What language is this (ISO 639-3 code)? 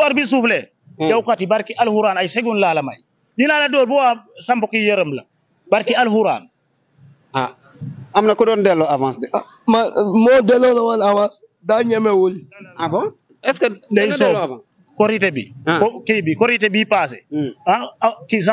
wol